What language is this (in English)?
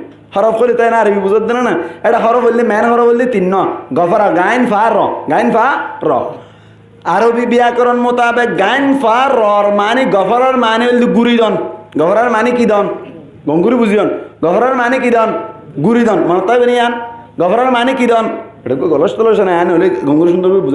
Rohingya